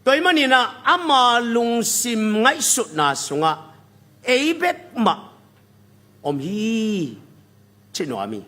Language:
Tedim Chin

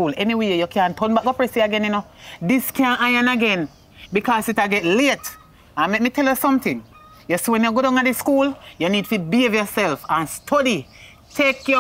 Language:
Jamaican Creole English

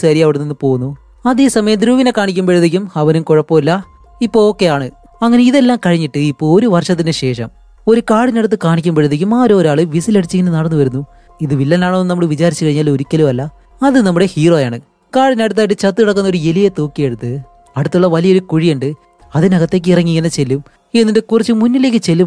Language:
Malayalam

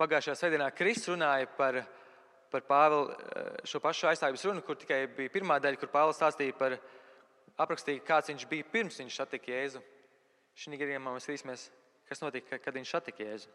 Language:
Latvian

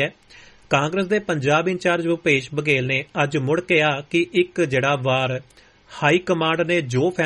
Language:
Punjabi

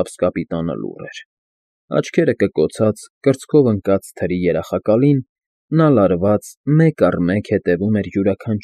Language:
Armenian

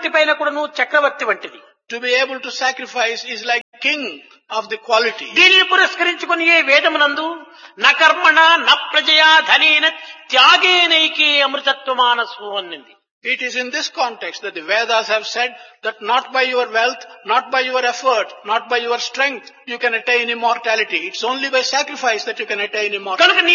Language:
Telugu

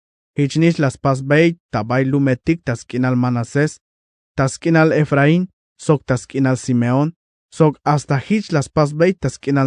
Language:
Tzeltal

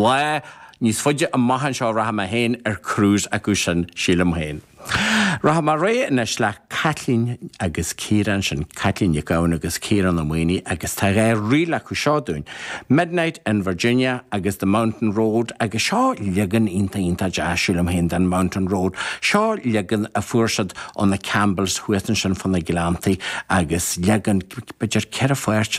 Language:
Irish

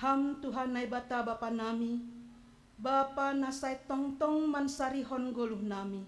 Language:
Batak Simalungun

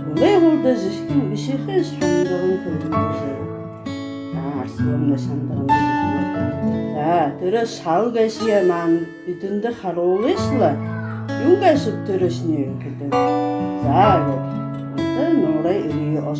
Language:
Buriat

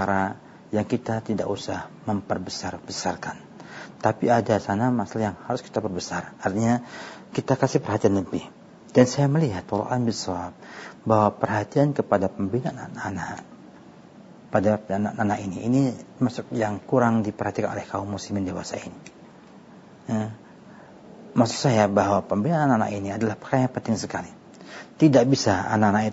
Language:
Indonesian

